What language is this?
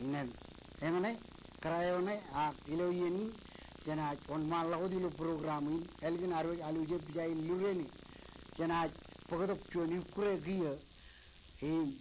Marshallese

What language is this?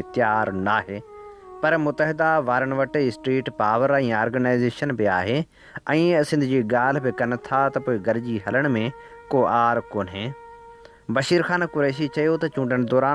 Sindhi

